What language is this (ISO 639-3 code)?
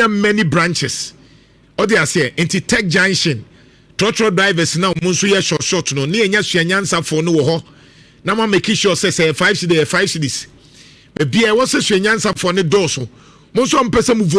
aka